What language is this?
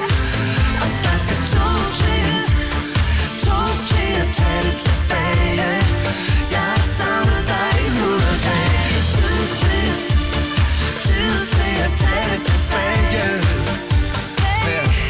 Danish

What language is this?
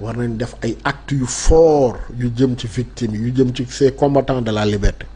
Wolof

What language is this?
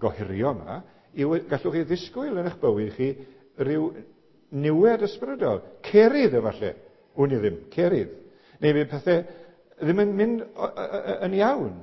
Welsh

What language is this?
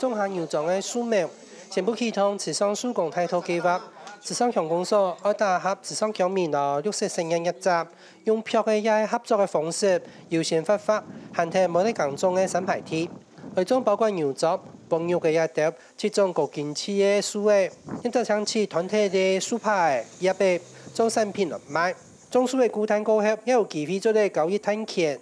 Hakka Chinese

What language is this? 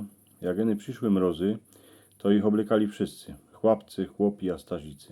Silesian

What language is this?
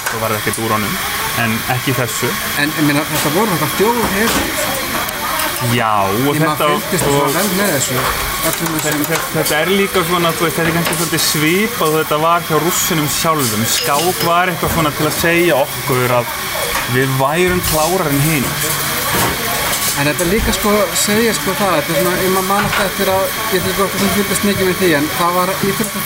Icelandic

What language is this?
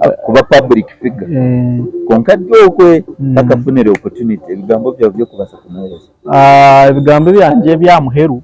Nyankole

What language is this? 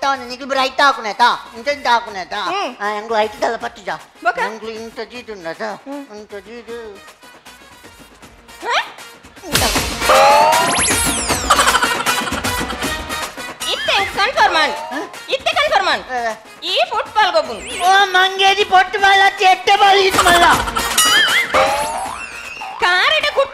Tulu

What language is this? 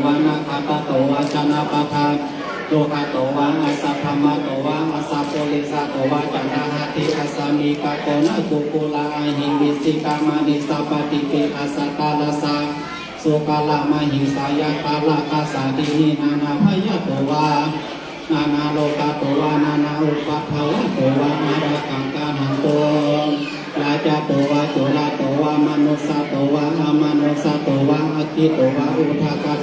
Pali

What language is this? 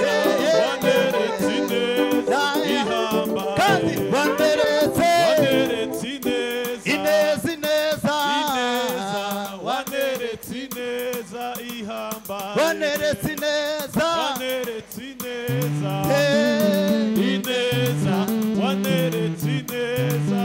Kinyarwanda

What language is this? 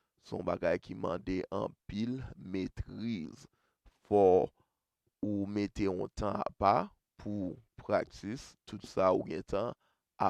Haitian Creole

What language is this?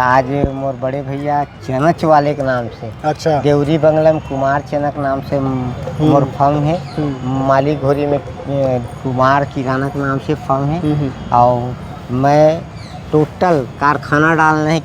Chhattisgarhi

